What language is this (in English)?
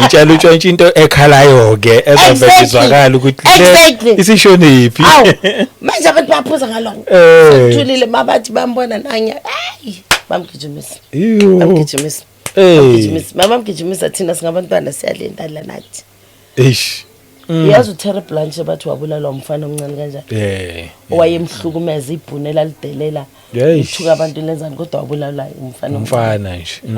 Zulu